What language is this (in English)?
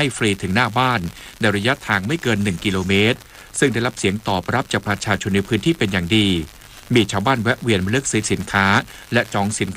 Thai